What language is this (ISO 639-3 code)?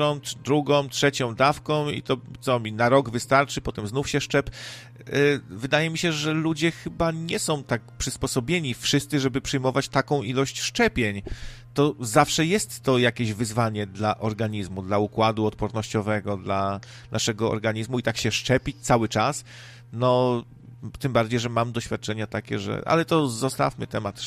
pol